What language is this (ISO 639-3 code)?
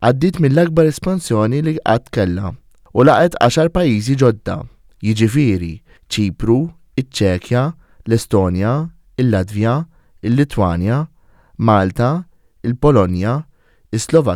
mlt